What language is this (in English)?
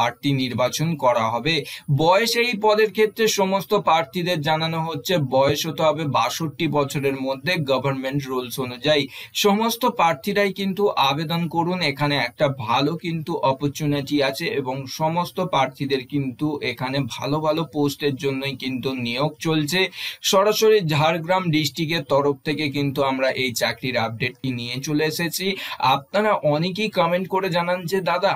Bangla